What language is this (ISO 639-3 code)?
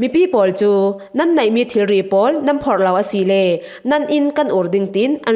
cfm